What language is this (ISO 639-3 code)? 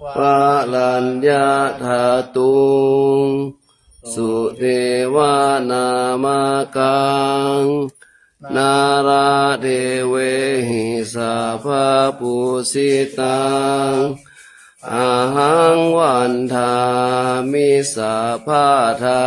pli